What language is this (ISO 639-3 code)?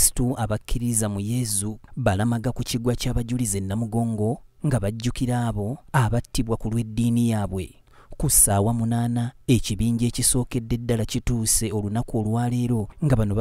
lug